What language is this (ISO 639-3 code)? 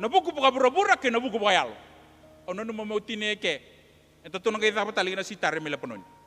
fij